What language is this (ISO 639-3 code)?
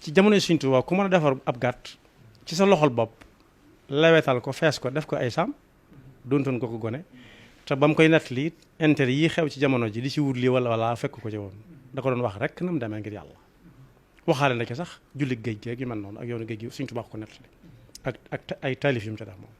wol